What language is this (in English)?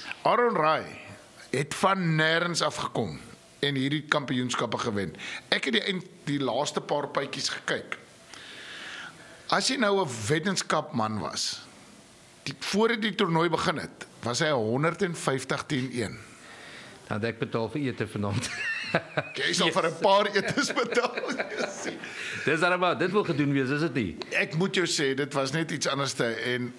Afrikaans